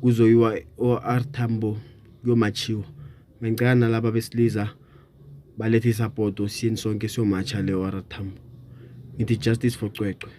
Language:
Zulu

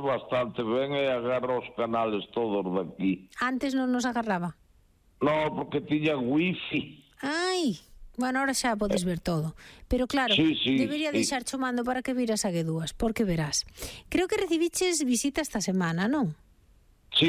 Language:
Galician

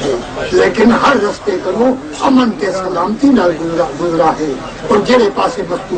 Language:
Saraiki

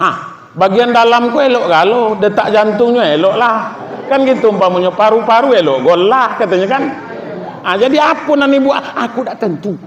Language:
Minangkabau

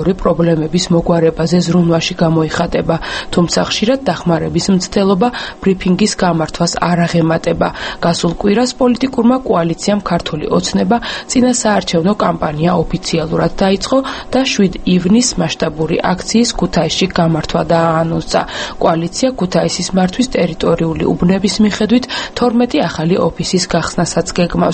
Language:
Georgian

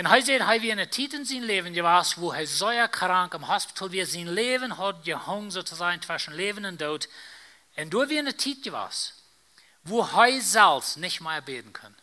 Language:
Plautdietsch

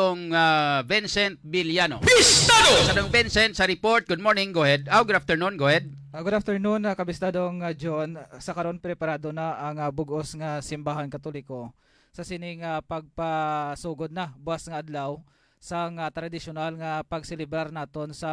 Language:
Hiligaynon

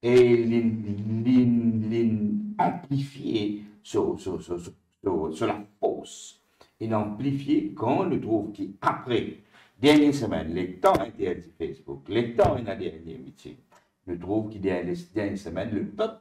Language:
Morisyen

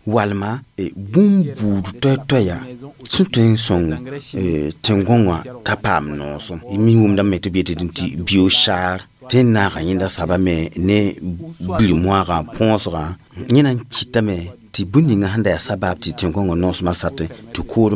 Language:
Mossi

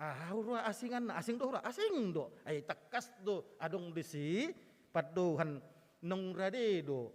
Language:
Batak Toba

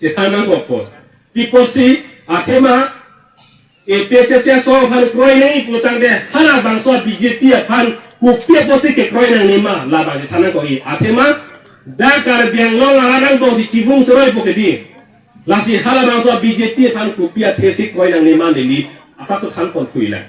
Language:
Karbi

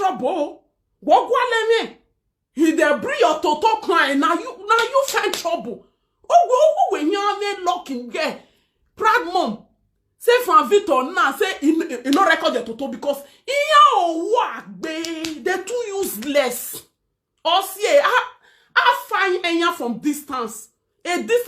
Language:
Nigerian Pidgin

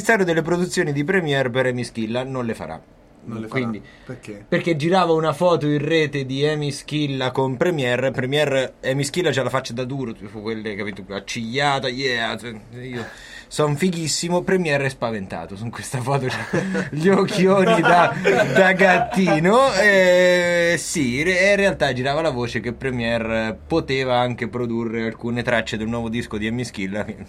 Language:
Italian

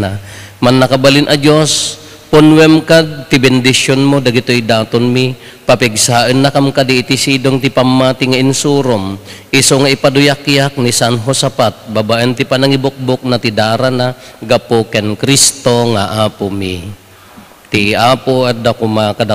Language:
Iloko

